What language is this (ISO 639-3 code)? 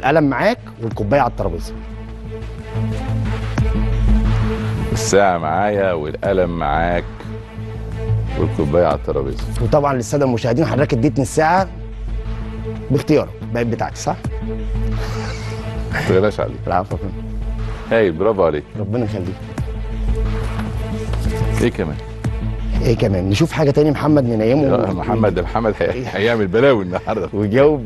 arz